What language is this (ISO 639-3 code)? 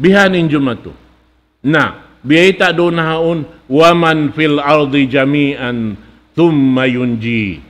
tsg